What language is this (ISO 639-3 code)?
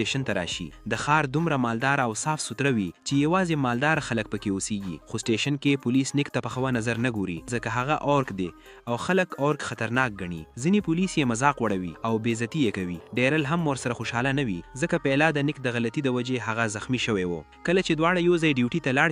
pus